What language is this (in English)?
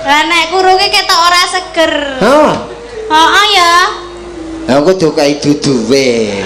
Javanese